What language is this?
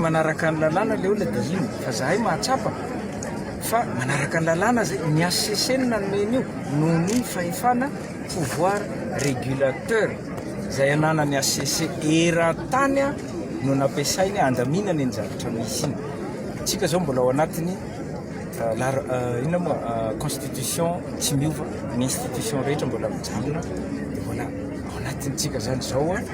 Malagasy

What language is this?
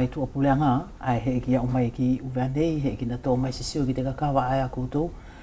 Wallisian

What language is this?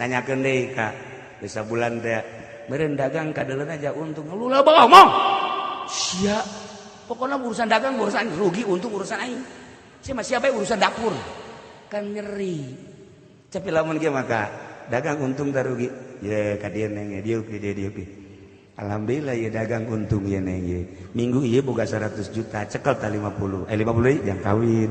Sundanese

